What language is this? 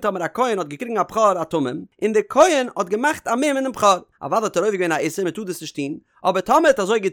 Yiddish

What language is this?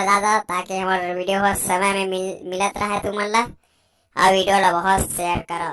Chhattisgarhi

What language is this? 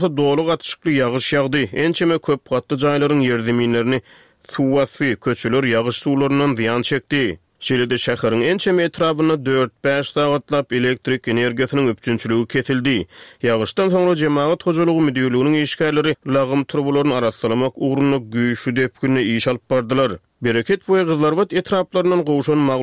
Turkmen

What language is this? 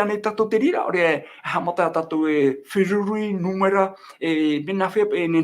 Tahitian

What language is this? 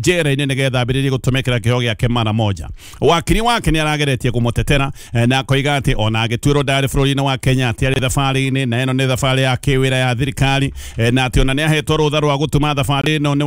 Kikuyu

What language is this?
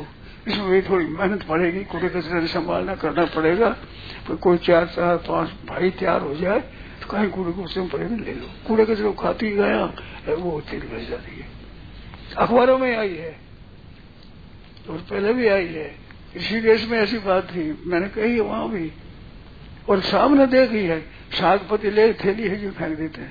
Hindi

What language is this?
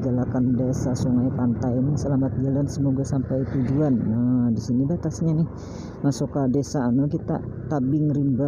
Banjar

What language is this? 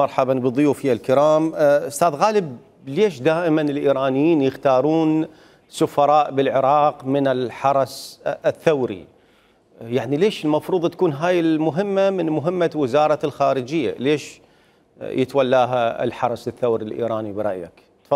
Mesopotamian Arabic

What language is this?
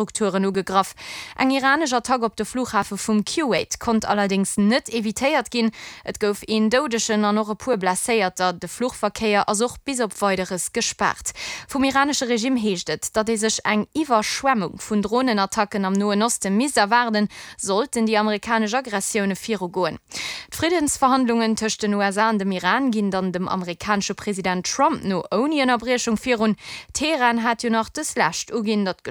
Luxembourgish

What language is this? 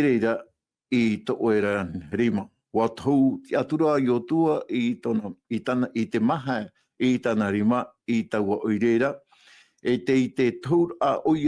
Tahitian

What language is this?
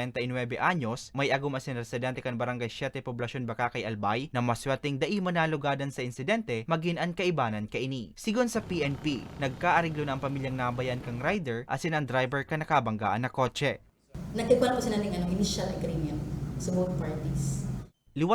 Bikol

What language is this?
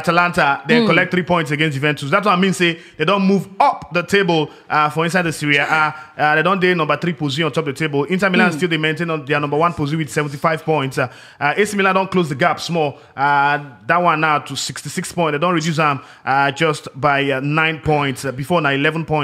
Nigerian Pidgin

